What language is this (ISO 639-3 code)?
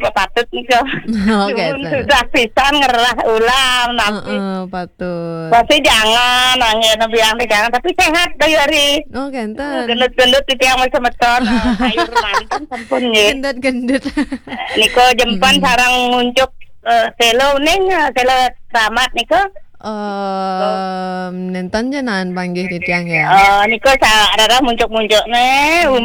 ban